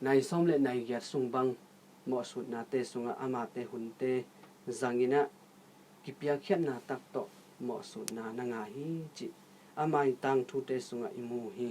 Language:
Tedim Chin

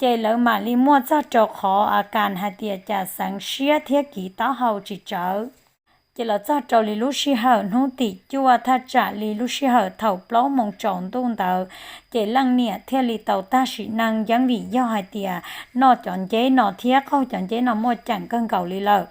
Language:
Hmong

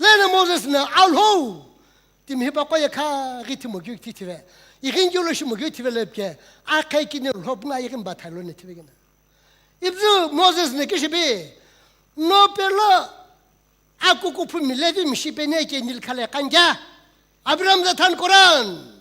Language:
Sumi Naga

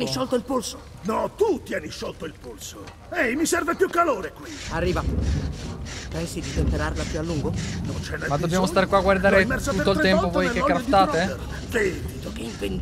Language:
Italian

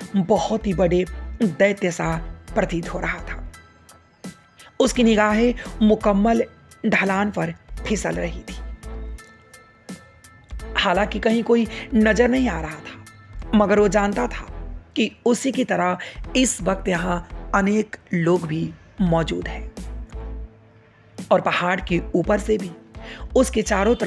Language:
Hindi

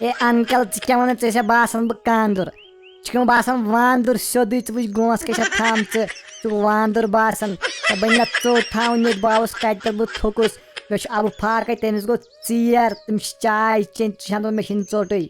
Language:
Kashmiri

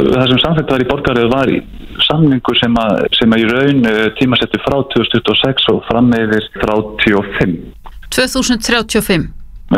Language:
Icelandic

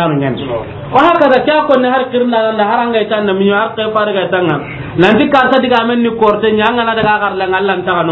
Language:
Soninke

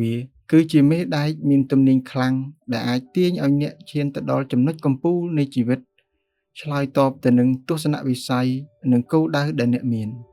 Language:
Khmer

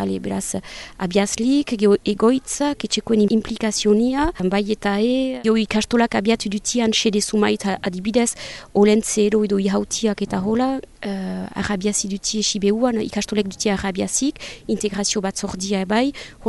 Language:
Basque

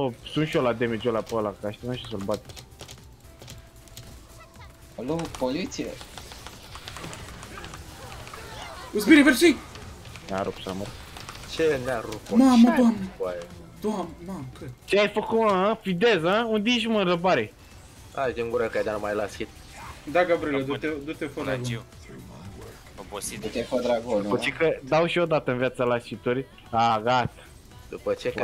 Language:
Romanian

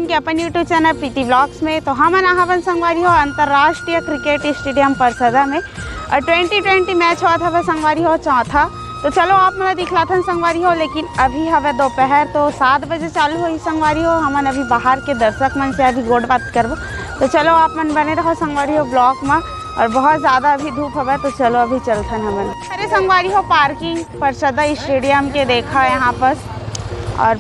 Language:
Chhattisgarhi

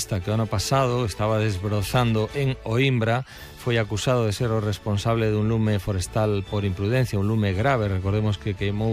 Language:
Galician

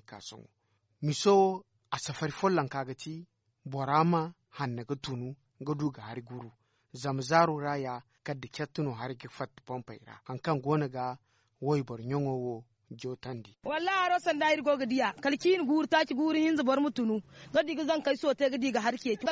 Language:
Zarma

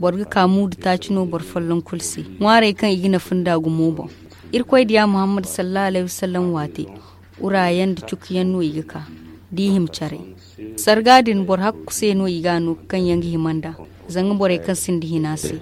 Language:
Zarma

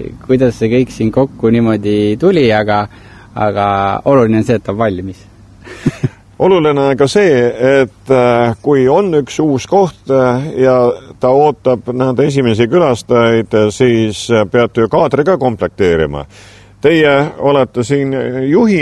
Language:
Estonian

